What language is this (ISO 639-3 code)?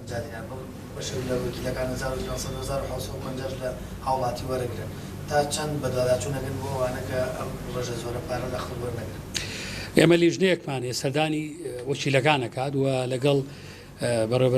ckb